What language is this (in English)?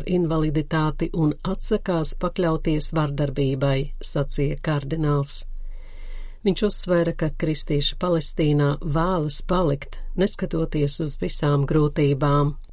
Latvian